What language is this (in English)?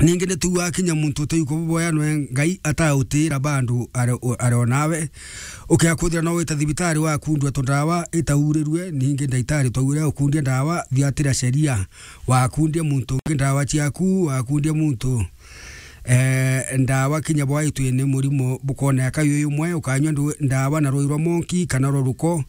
Meru